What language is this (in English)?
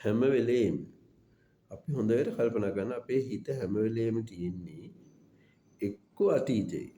Sinhala